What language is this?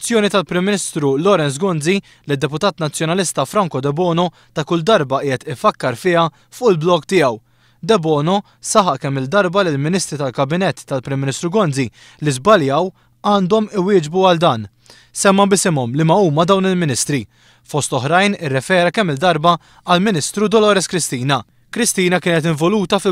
Maltese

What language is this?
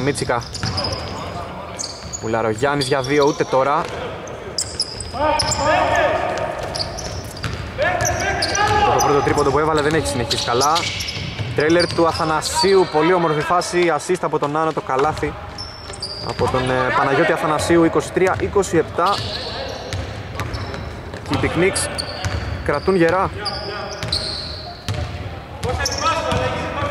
Greek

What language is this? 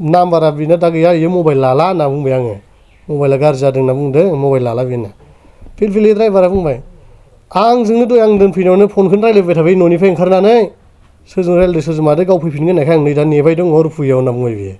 Bodo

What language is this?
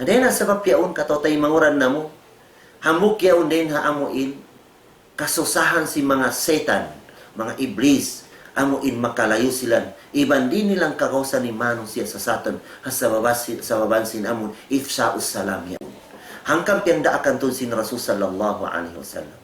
Tausug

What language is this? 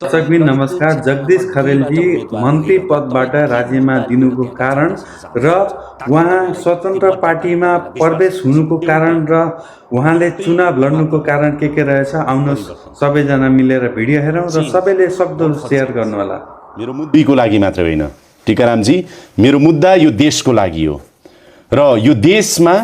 Nepali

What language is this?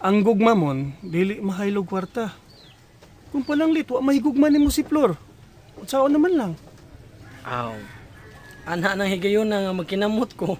Cebuano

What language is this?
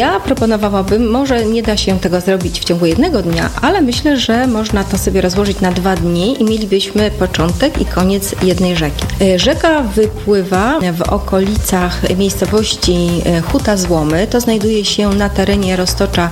Polish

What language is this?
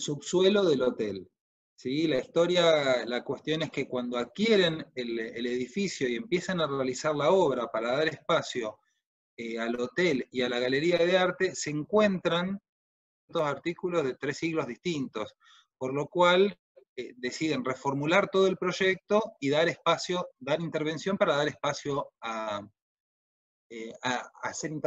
Spanish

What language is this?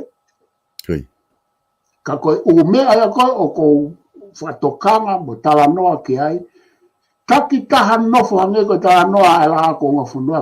Tongan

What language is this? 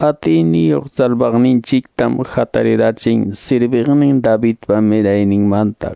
Quechua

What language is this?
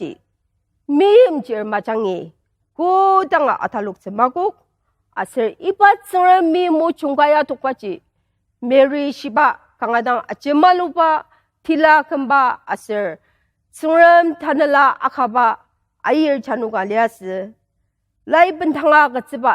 Ao Naga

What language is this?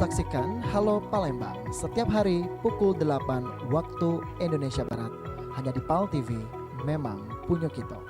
Musi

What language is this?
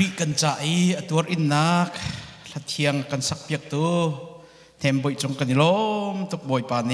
Hakha Chin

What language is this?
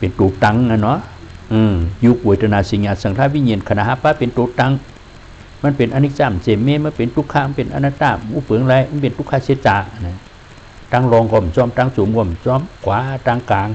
Shan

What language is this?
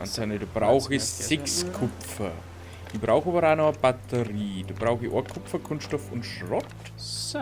Bavarian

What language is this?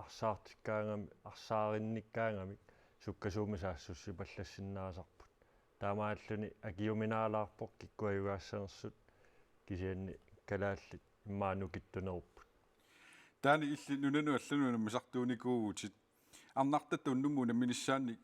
Kalaallisut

